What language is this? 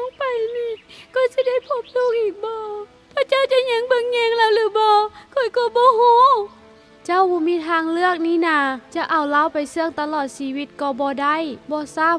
Lao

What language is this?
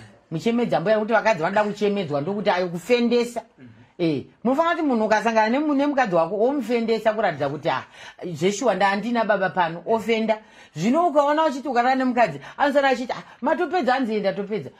Shona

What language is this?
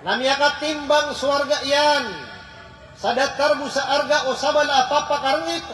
Maranao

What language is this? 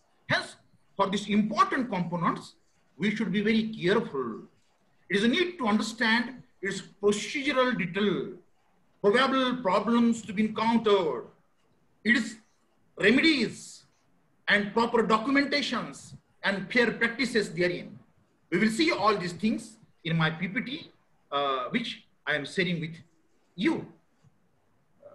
English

